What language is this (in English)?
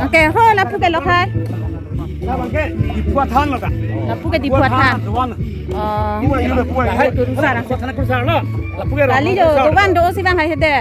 Karbi